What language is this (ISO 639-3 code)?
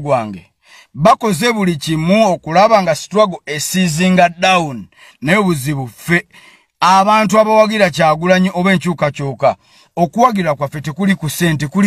lug